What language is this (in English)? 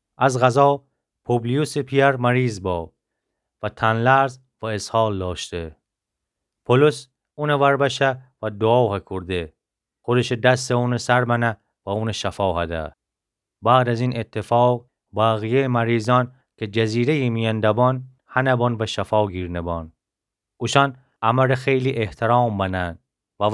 Gilaki